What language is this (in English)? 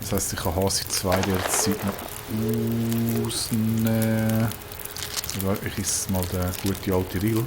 Swiss German